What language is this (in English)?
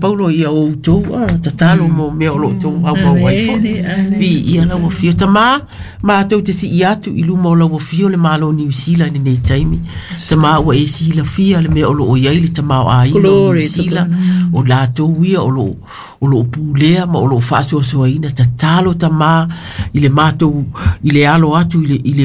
Samoan